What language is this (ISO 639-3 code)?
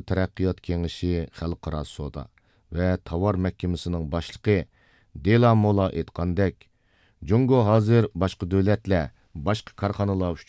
uig